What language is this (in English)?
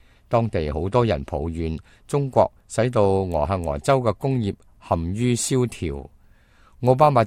Cantonese